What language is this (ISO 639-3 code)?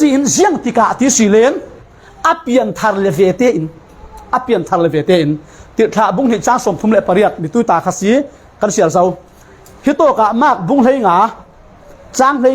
cfm